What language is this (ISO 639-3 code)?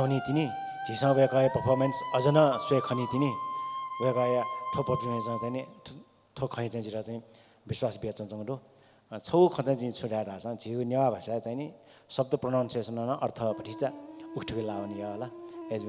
new